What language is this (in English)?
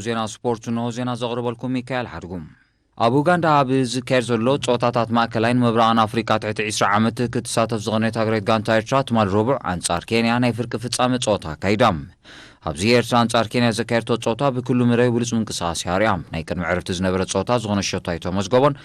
Tigrinya